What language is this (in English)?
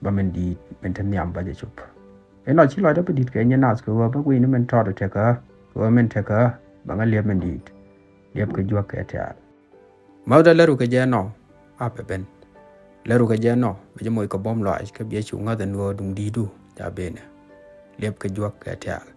Nuer